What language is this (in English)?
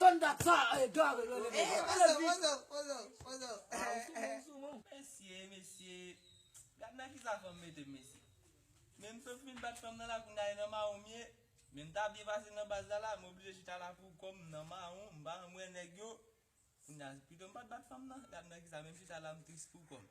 Haitian Creole